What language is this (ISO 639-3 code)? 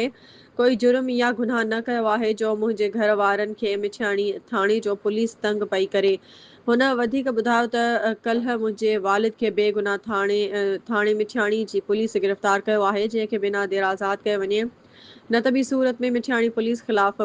snd